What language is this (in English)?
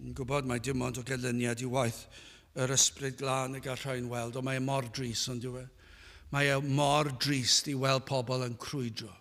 Welsh